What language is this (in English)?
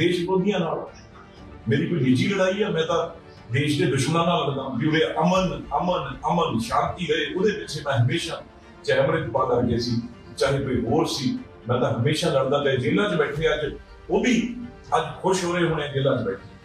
Punjabi